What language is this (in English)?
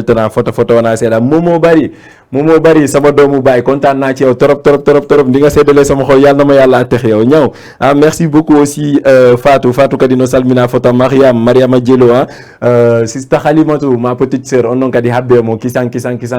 Fula